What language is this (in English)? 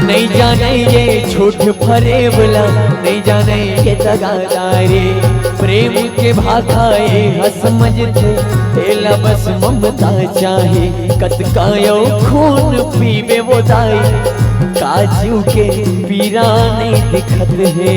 Chhattisgarhi